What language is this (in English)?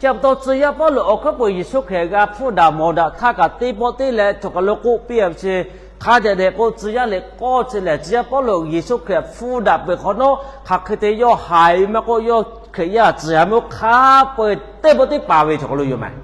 Lahu